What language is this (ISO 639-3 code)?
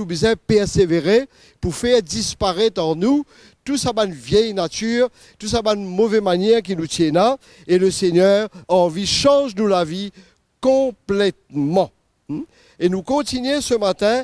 mfe